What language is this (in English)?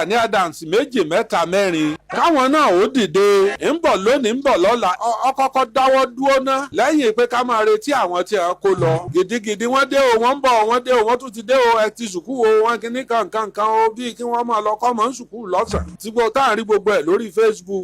Yoruba